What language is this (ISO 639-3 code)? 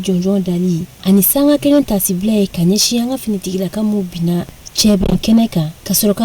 bam